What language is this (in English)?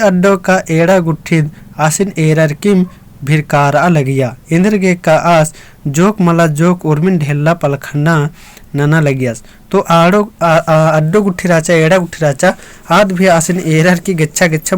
Kurukh